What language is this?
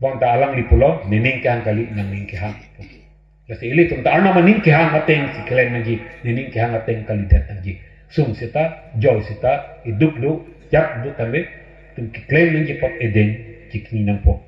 Karbi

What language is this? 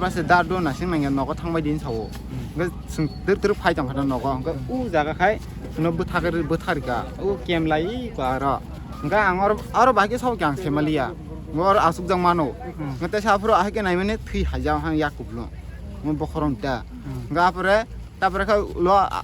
Kok Borok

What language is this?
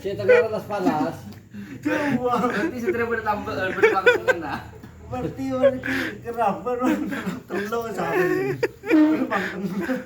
Madurese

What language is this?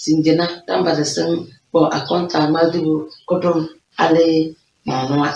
Tem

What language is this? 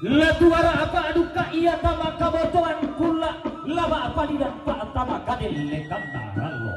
Toraja-Sa'dan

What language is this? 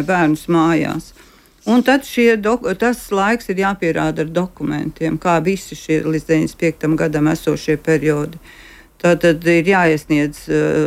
Latvian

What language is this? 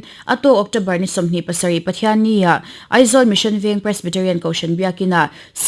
Mizo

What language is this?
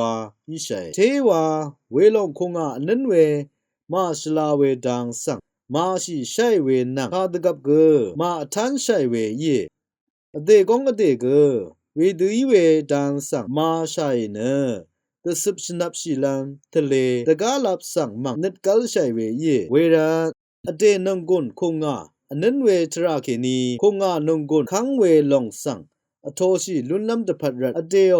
Rawang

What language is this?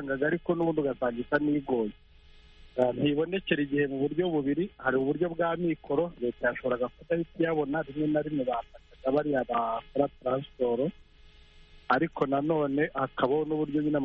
Kinyarwanda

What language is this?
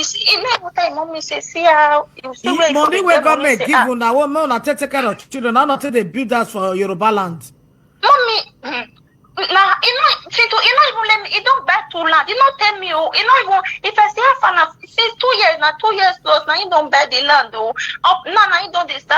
Nigerian Pidgin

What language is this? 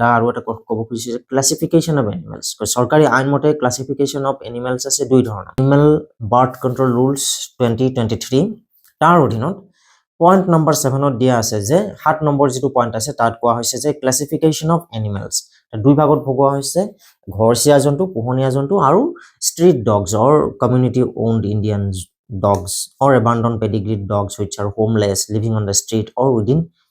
Assamese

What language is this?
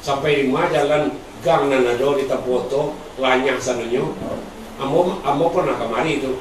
Minangkabau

